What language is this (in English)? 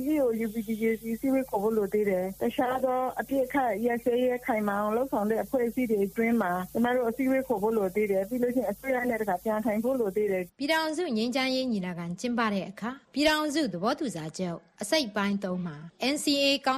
Burmese